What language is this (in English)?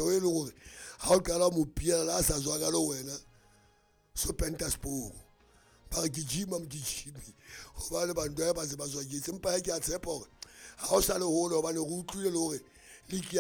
Southern Sotho